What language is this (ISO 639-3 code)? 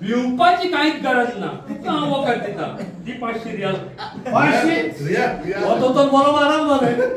kok